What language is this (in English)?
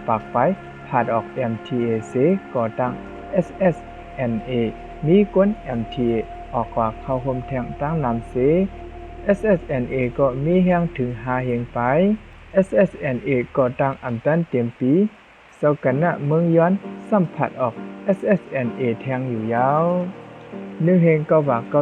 Shan